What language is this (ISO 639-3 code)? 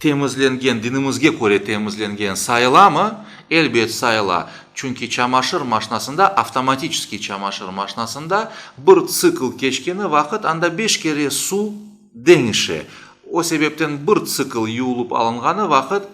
crh